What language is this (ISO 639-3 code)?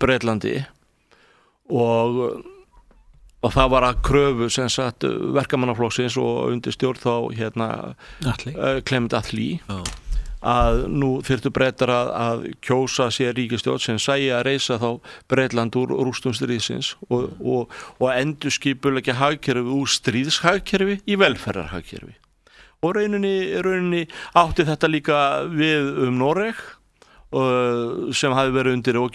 isl